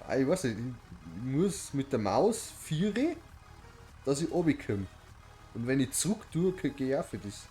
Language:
Bavarian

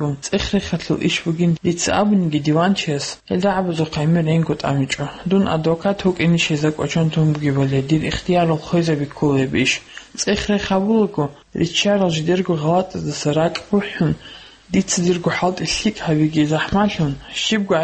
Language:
Avaric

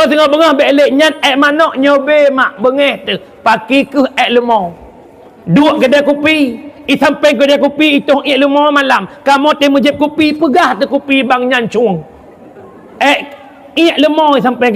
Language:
Achinese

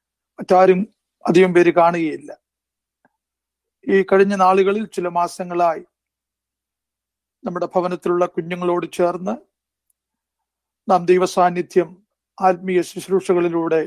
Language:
Malayalam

